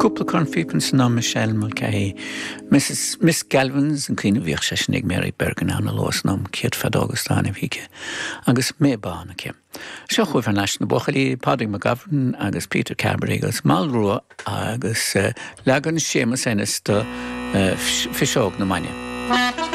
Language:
Irish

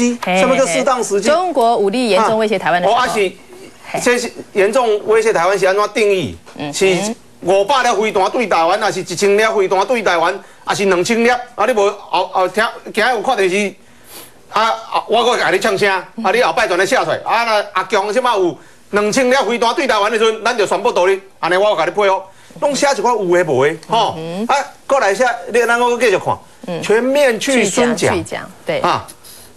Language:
Min Nan Chinese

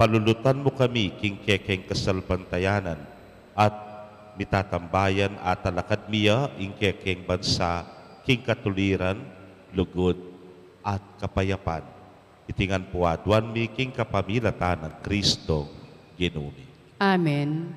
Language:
Pampanga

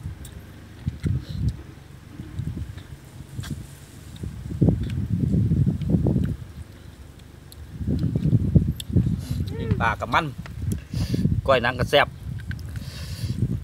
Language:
Thai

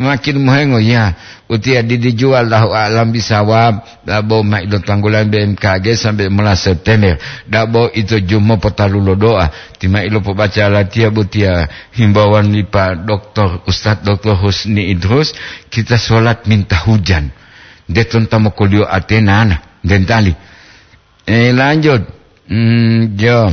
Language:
Gorontalo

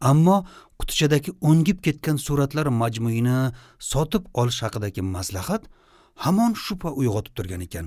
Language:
Uzbek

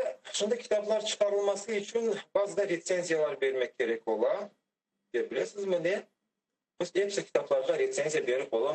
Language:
Crimean Tatar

